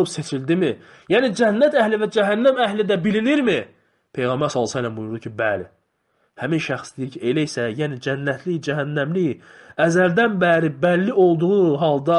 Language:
Azerbaijani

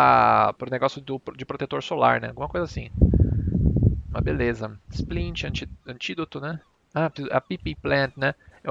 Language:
Portuguese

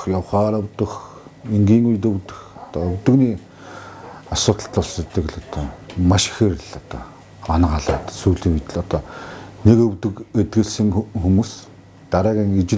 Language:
Mongolian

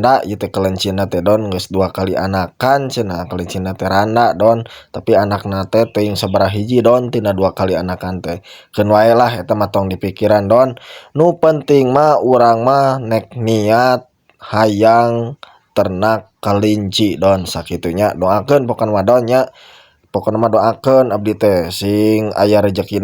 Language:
Sundanese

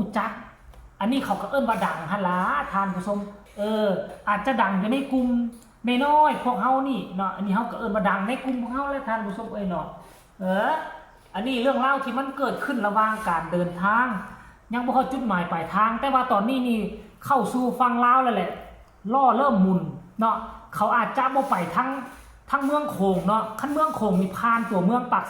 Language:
Northeastern Thai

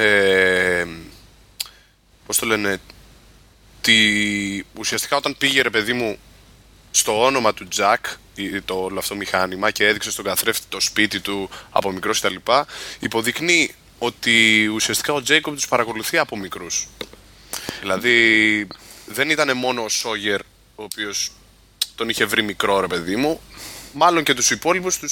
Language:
Greek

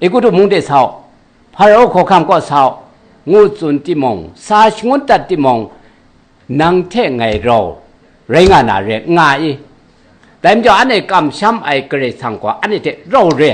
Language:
Kachin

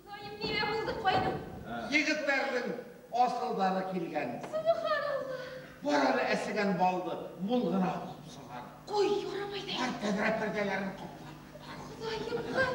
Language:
Bashkir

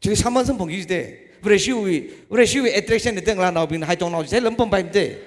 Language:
Tangkhul Naga (India)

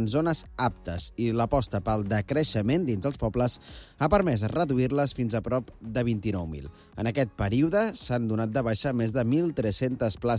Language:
Catalan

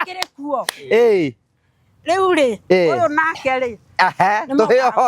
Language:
Kikuyu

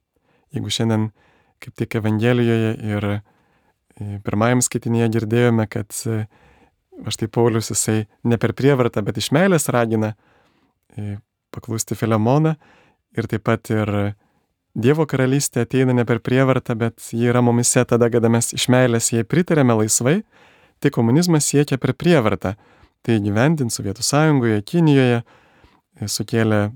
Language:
Lithuanian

